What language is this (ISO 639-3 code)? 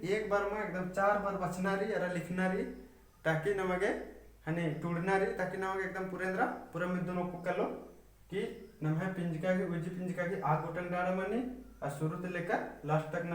kru